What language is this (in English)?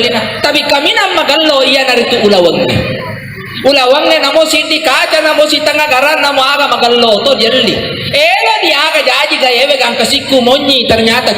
Buginese